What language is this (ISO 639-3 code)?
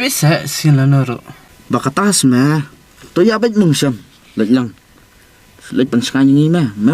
kha